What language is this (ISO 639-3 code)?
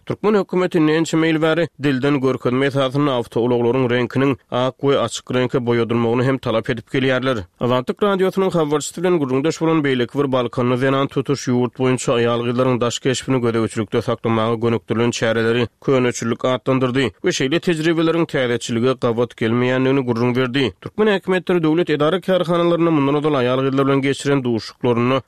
tuk